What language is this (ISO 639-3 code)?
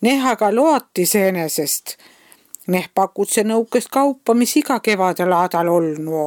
est